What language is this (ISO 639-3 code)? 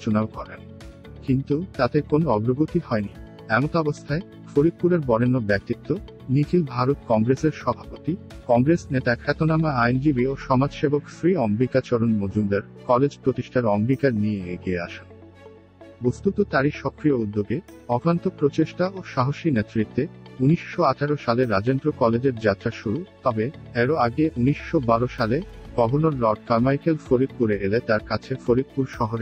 ben